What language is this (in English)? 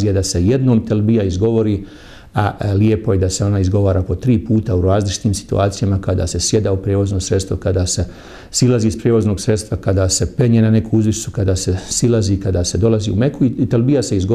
Bosnian